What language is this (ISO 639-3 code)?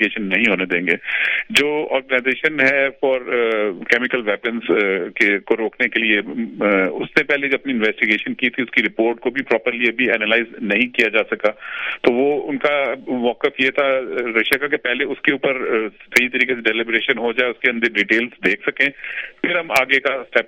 urd